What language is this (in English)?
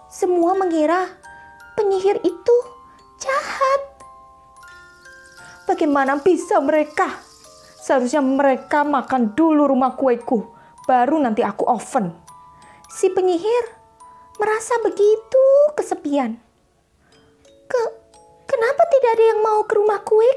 Indonesian